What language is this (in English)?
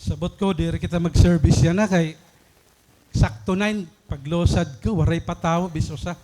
Waray